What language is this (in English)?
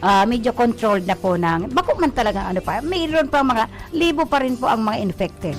Bikol